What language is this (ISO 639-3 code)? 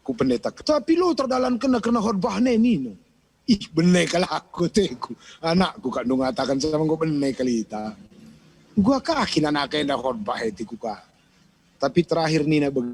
btx